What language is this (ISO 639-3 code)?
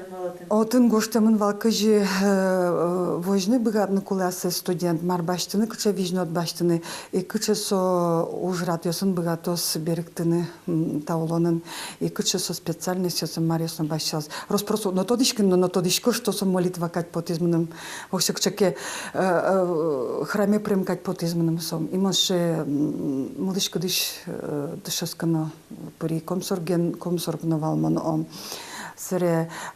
udm